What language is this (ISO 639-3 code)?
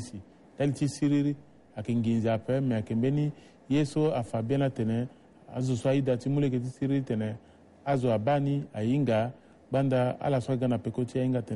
sag